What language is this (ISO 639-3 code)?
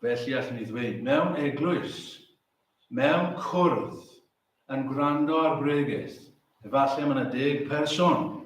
cym